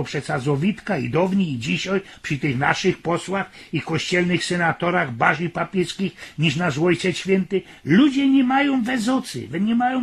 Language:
Silesian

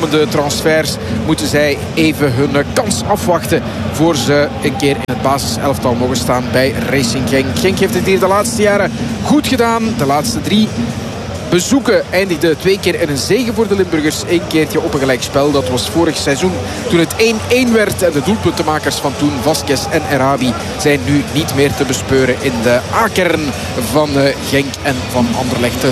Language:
Dutch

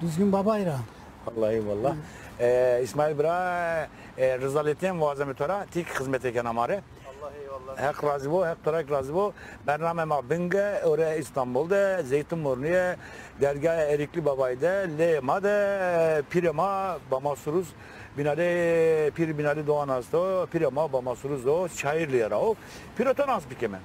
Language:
Zaza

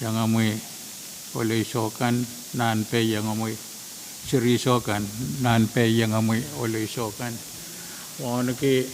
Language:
Pohnpeian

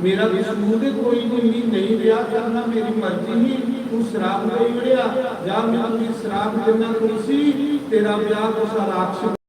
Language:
Dogri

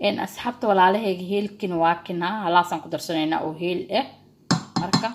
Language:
Somali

